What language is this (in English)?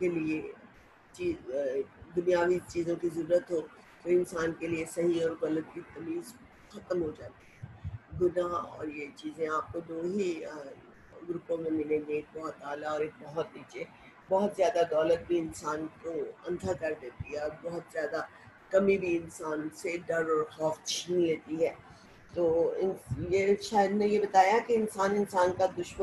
Urdu